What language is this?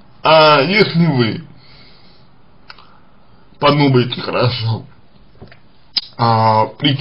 Russian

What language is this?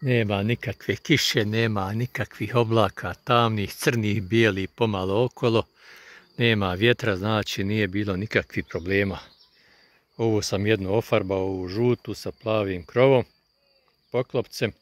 Bosnian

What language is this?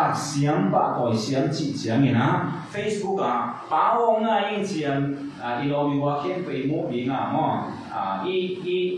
Tedim Chin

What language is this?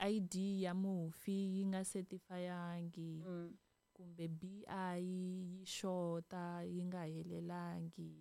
Tsonga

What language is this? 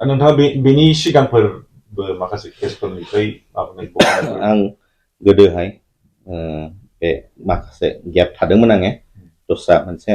Bodo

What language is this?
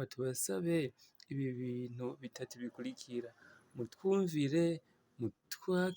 Rundi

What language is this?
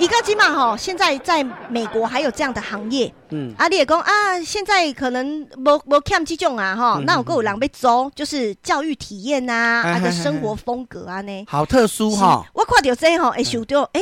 Min Nan Chinese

